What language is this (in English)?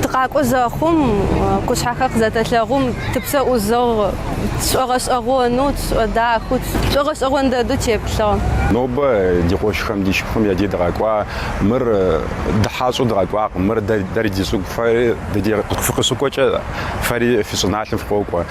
Kabardian